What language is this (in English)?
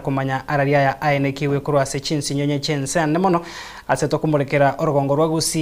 Gusii